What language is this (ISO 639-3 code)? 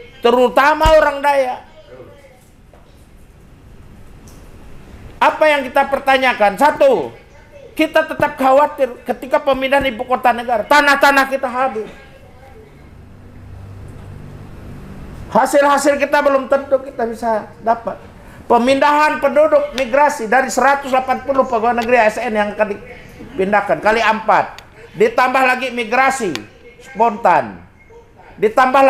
ind